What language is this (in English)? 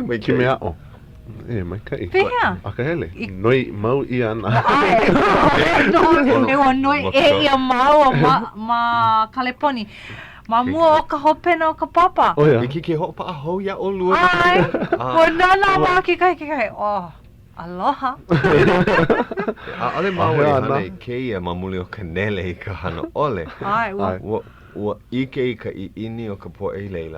Hawaiian